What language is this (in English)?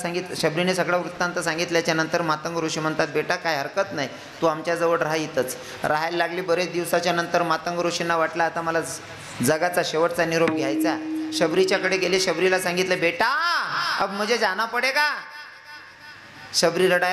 Marathi